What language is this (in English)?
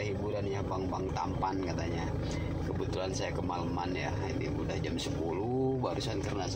Indonesian